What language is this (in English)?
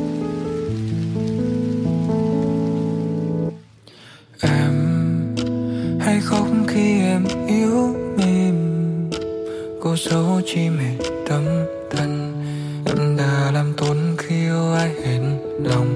Vietnamese